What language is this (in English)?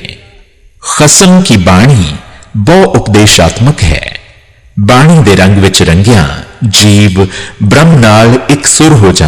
Punjabi